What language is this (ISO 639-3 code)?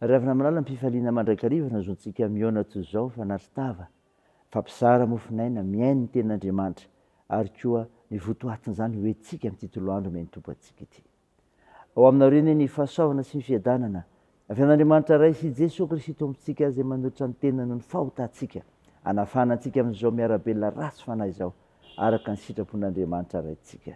mlg